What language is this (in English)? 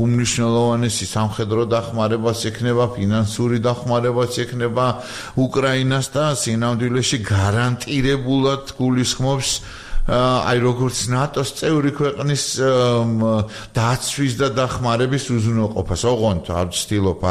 Georgian